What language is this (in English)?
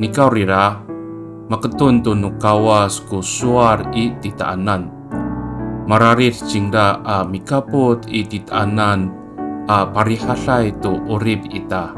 Amis